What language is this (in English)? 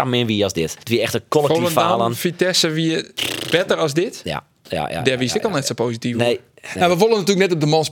Western Frisian